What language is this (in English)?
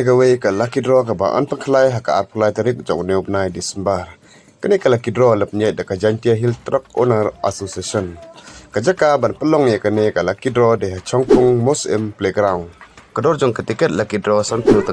Khasi